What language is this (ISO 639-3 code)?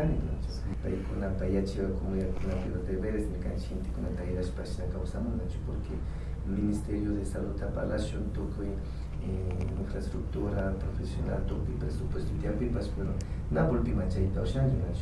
qvi